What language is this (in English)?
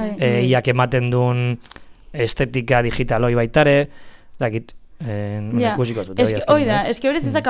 Basque